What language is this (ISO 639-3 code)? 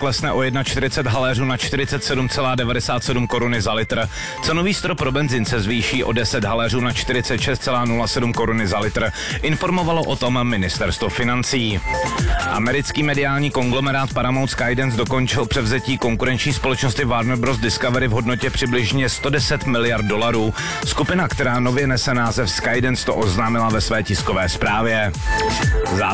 ces